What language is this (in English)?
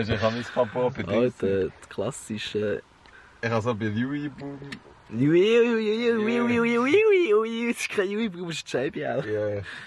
Swiss German